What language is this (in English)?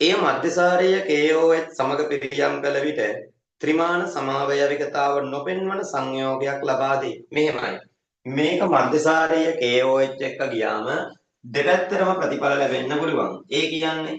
Sinhala